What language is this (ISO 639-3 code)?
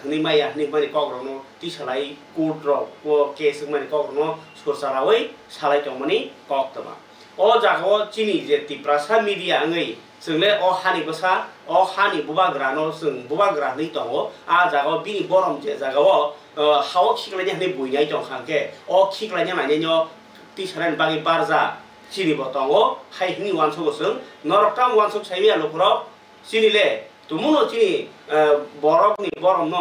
trp